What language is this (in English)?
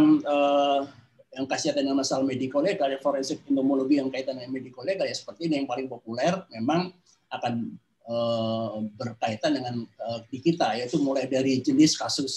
Indonesian